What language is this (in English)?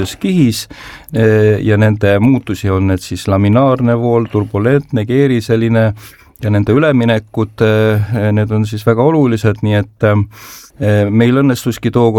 Estonian